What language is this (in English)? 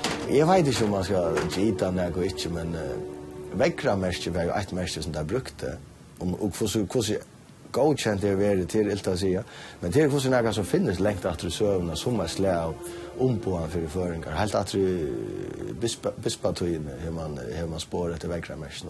Faroese